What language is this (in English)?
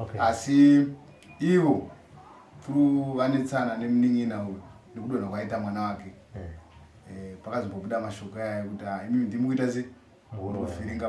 Shona